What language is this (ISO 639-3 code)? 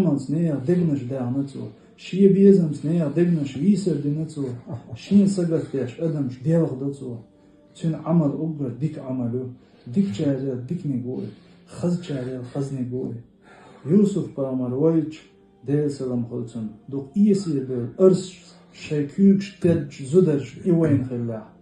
che